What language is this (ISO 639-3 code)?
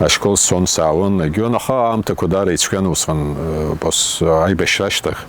abk